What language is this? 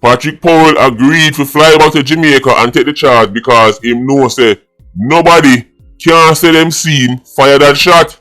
Jamaican Creole English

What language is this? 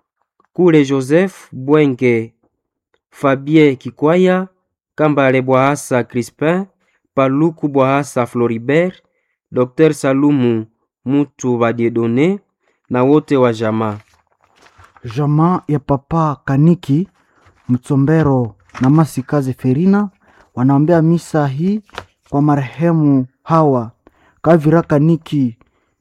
Swahili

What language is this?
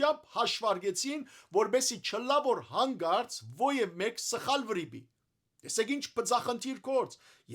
Western Armenian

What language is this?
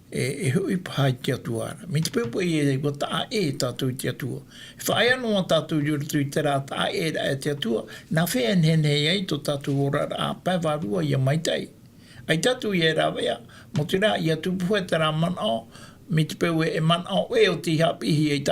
Tahitian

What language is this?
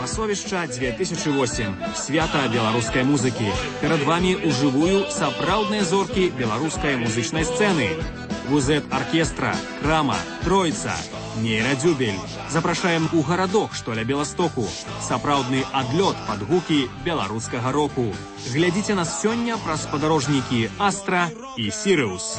Belarusian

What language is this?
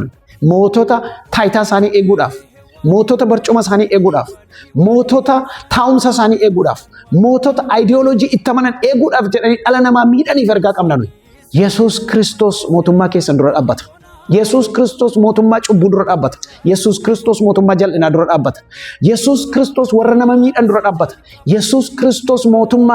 Oromo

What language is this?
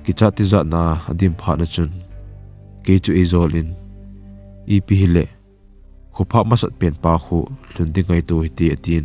Thado Chin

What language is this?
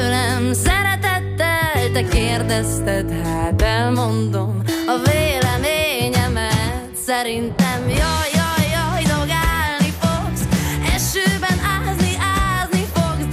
Hungarian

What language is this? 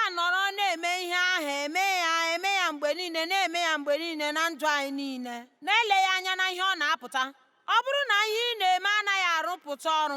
Igbo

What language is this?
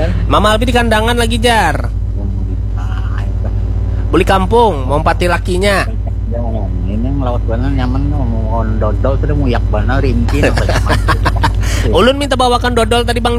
Banjar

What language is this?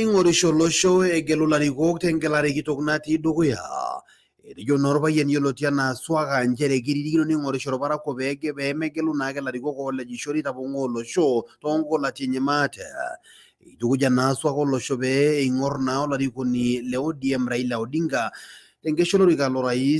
Masai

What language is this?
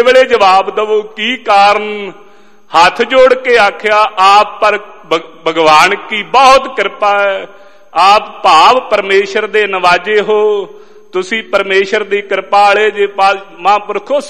Punjabi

